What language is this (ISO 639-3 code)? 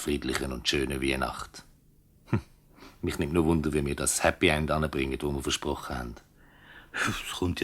gsw